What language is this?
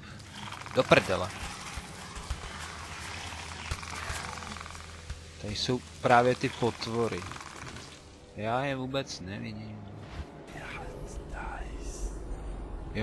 Czech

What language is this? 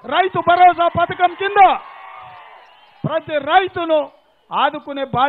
Telugu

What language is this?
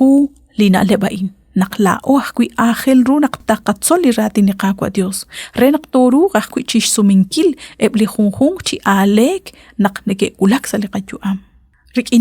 Kekchí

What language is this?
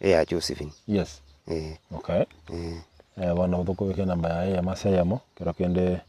Gusii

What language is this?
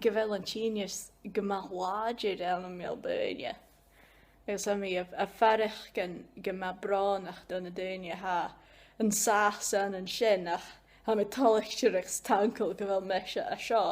Scottish Gaelic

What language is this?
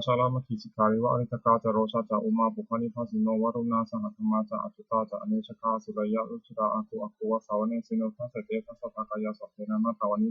Pali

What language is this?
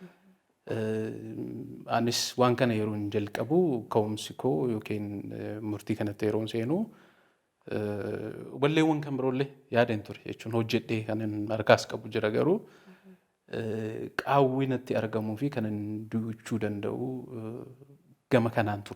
Oromo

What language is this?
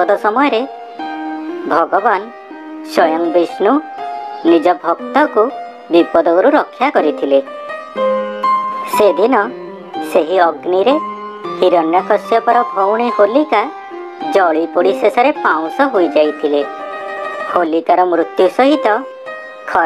Odia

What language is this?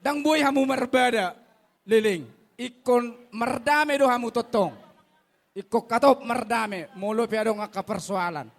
Batak Toba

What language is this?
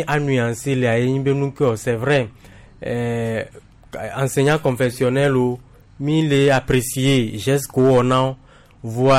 Gen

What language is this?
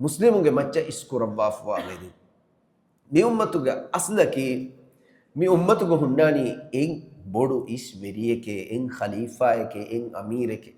Divehi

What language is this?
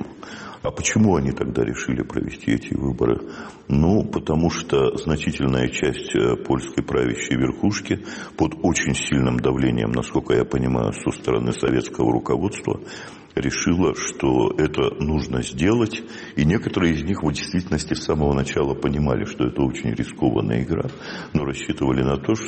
Russian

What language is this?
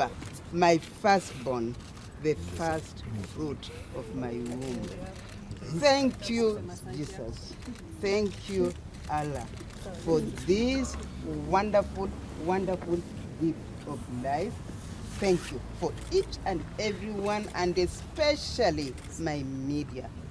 Kamba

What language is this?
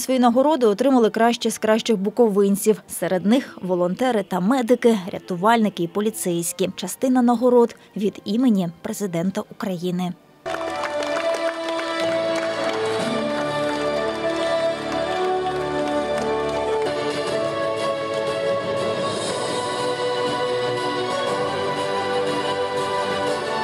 Ukrainian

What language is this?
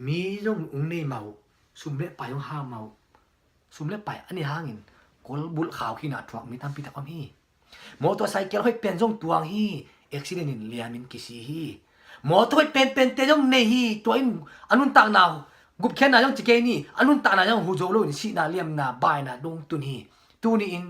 Tedim Chin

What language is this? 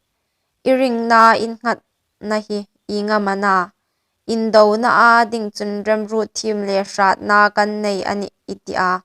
Hmar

